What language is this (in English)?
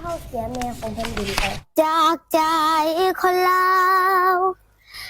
Northeastern Thai